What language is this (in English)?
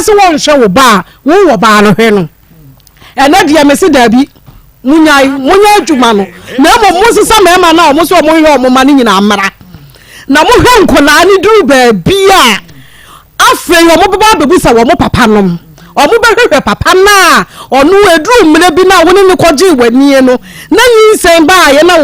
Akan